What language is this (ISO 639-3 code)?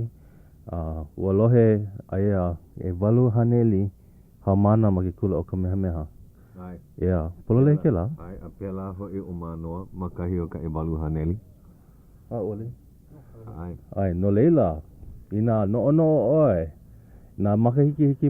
haw